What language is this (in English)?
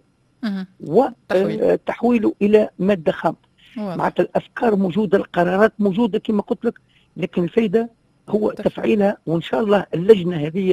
Tunisian Arabic